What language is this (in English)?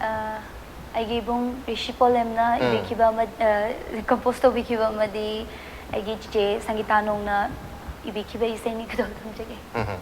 Manipuri